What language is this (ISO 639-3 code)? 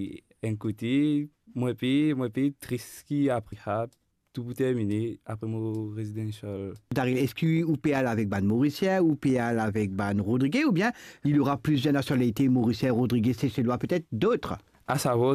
mfe